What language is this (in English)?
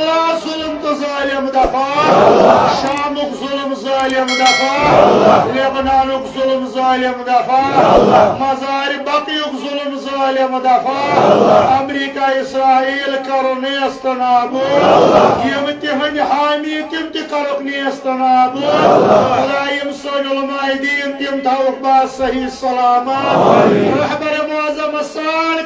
Kashmiri